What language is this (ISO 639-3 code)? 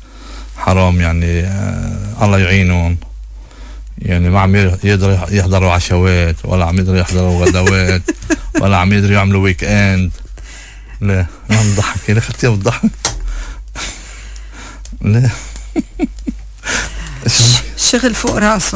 apc